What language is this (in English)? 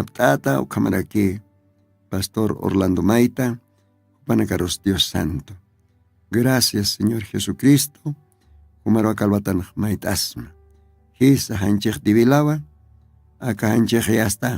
Aymara